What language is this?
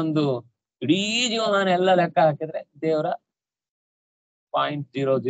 Kannada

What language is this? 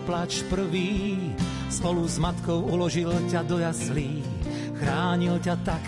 Slovak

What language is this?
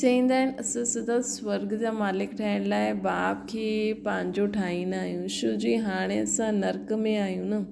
Sindhi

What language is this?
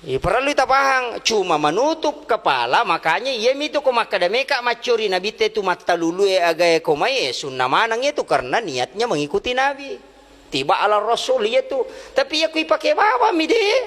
Buginese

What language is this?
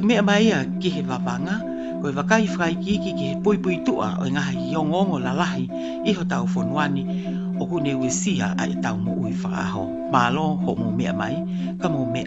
Tongan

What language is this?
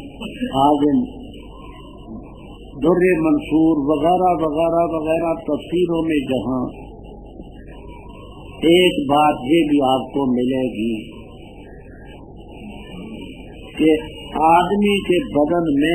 Urdu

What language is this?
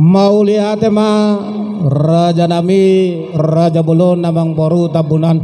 Batak Toba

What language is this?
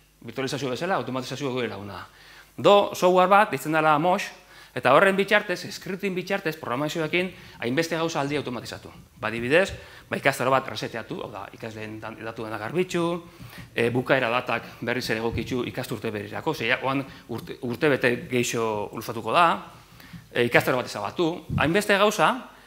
Basque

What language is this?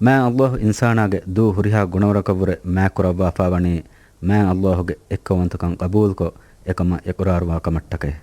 Divehi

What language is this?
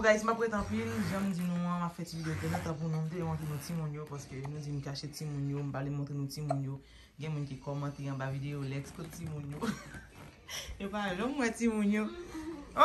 Haitian Creole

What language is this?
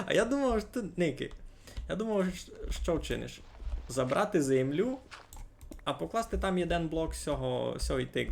Rusyn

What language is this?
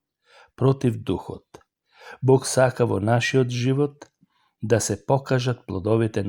Macedonian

